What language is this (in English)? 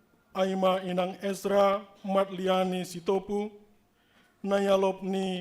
Batak Simalungun